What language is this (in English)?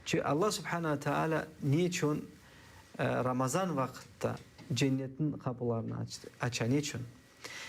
Crimean Tatar